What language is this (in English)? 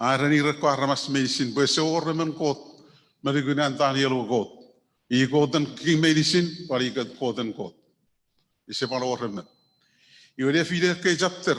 Chuukese